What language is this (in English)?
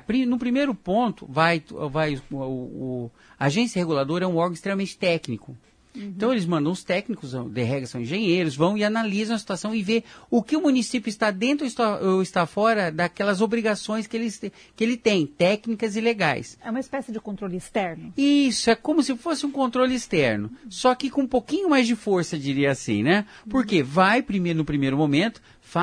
Portuguese